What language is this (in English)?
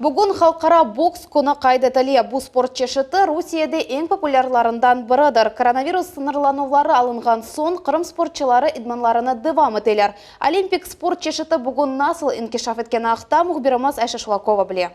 Crimean Tatar